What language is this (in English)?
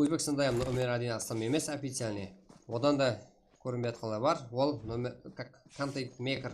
Kara-Kalpak